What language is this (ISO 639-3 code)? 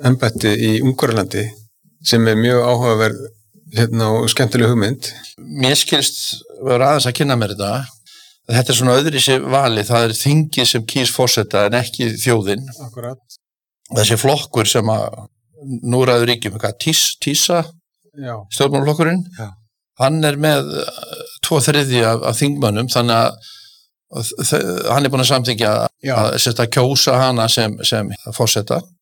isl